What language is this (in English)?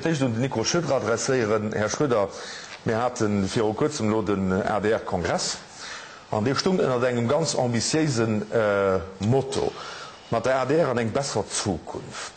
Luxembourgish